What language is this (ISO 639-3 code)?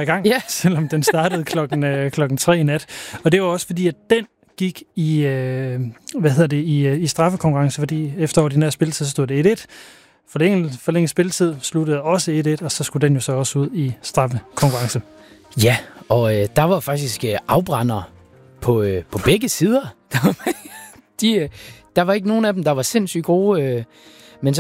dan